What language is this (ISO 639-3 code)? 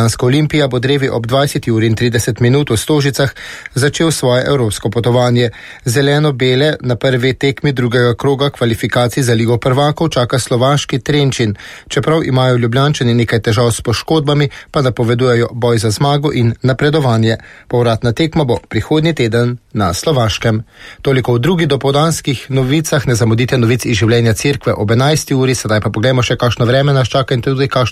slv